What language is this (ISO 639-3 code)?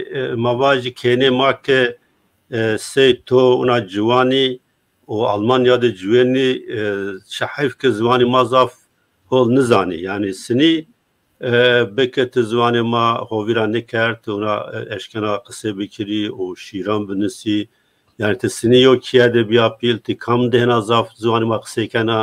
zza